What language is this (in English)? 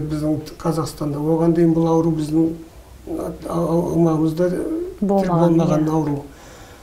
Kazakh